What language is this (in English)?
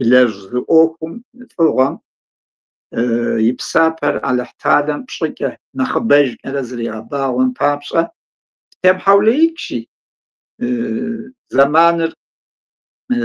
Kabardian